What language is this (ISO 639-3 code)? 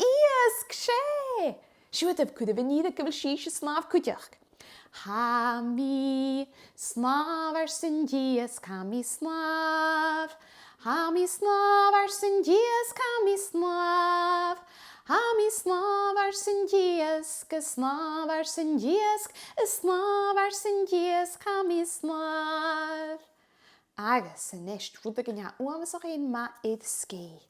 gla